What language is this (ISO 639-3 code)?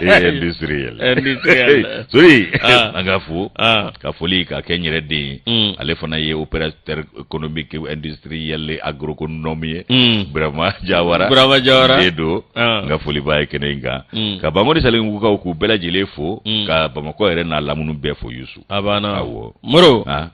bam